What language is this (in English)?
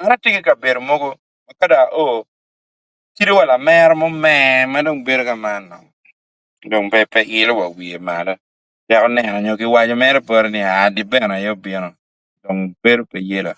Acoli